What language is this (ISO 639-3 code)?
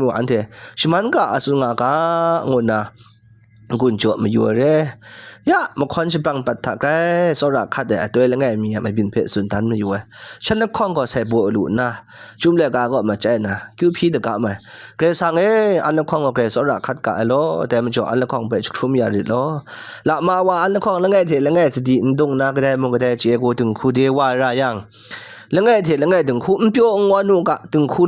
kac